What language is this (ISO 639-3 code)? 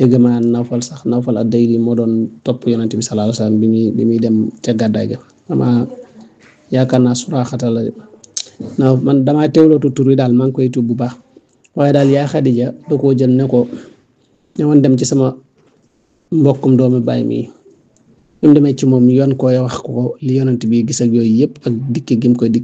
wol